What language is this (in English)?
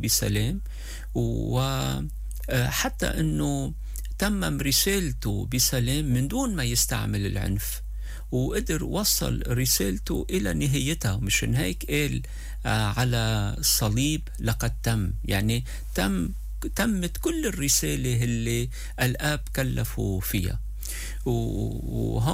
North Levantine Arabic